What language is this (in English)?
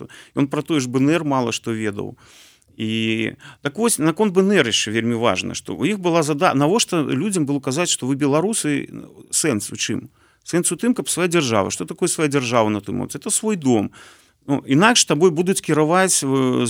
Belarusian